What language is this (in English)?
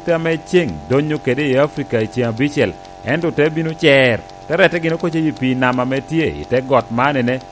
Lango (Uganda)